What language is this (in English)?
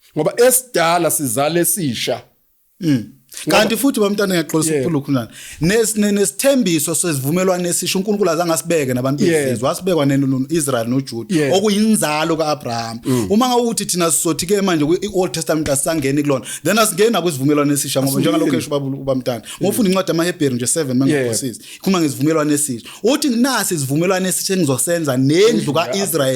Zulu